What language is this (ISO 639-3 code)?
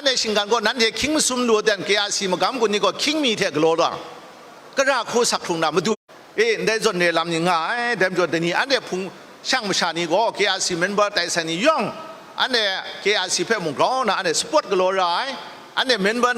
kac